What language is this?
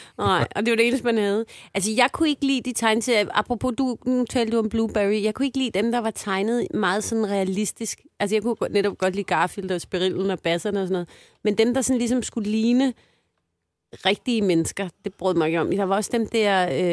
Danish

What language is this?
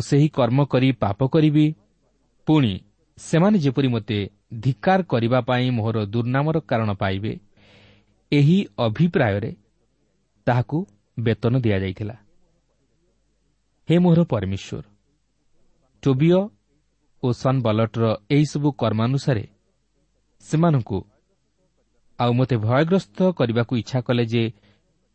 Odia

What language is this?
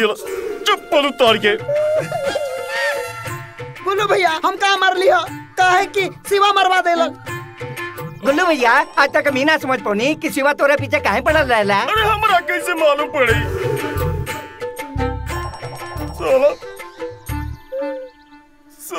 Bhojpuri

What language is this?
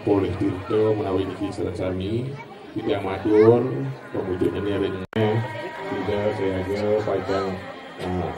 Balinese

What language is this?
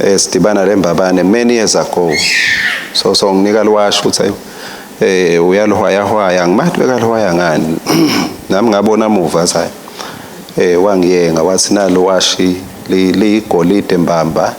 Swati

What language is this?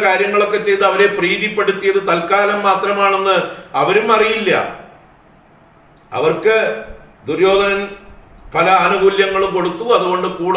Malayalam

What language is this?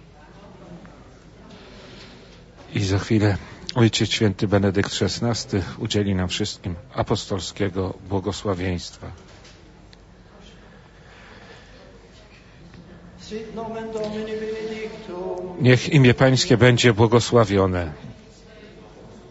Polish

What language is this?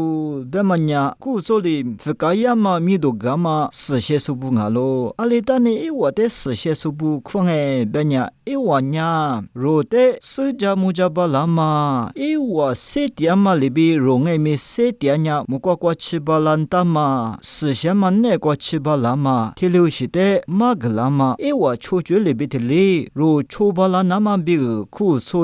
Lisu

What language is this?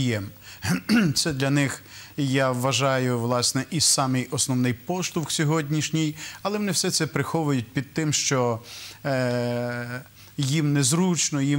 Ukrainian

